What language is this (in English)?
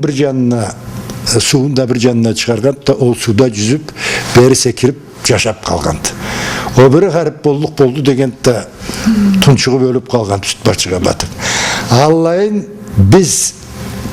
Karachay-Balkar